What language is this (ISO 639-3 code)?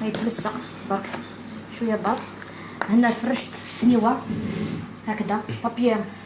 arq